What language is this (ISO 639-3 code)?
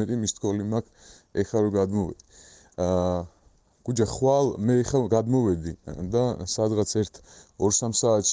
kat